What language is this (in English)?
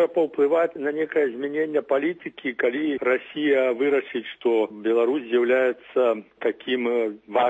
Belarusian